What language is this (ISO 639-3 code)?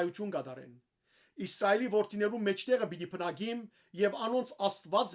hyw